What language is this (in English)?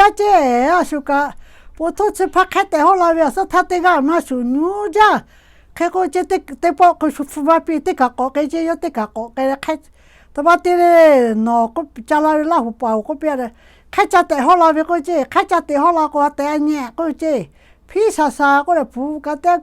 Lahu